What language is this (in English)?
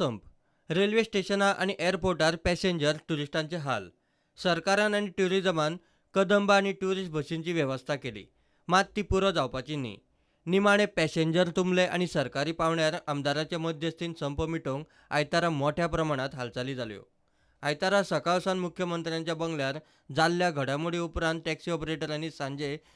Konkani